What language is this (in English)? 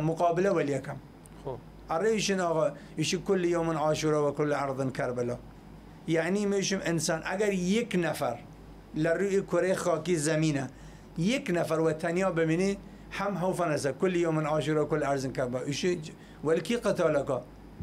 Southern Kurdish